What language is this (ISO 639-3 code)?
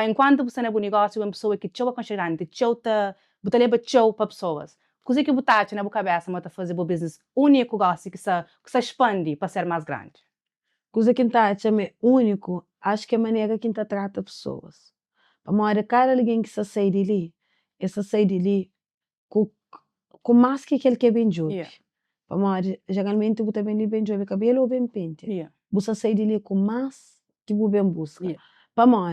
kea